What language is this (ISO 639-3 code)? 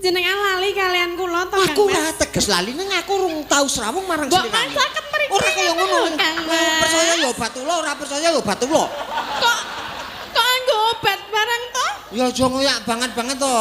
jav